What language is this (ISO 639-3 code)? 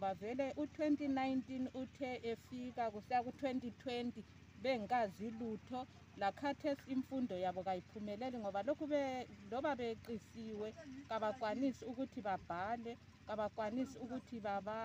nde